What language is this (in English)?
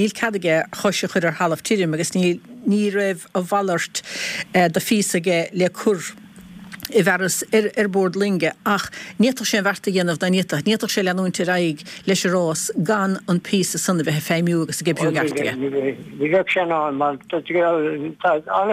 Irish